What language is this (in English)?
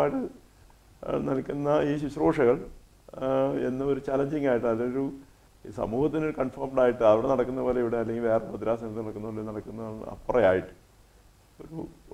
Malayalam